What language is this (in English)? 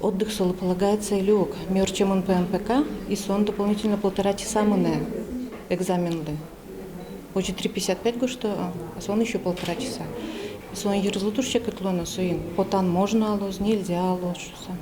Udmurt